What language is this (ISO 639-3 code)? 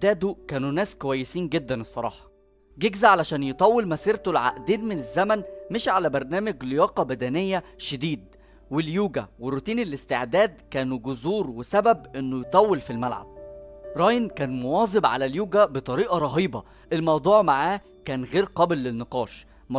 arz